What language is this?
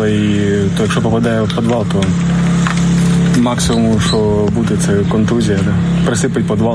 Ukrainian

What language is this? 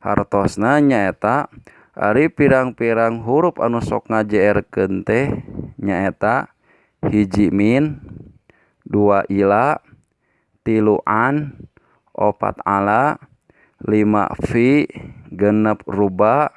Sundanese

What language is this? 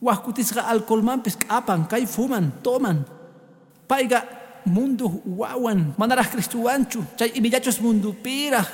Quechua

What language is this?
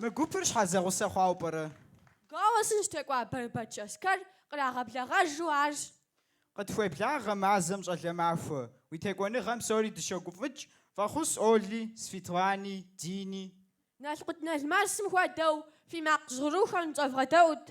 Kabardian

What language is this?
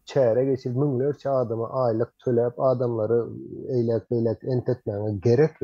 Turkmen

